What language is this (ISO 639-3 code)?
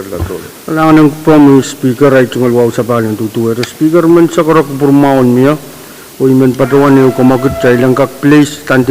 pon